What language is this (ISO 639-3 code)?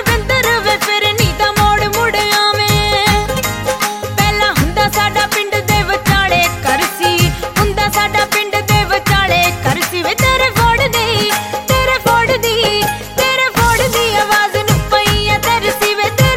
pan